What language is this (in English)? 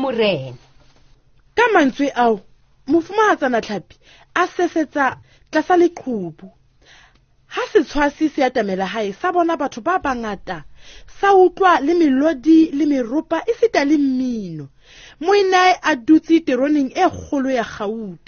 Southern Sotho